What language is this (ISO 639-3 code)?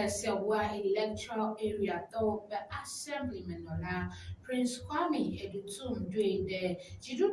ewe